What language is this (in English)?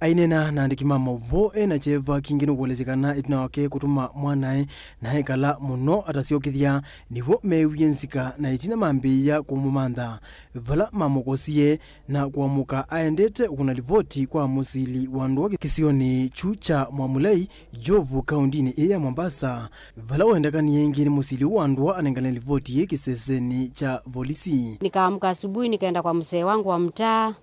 Kamba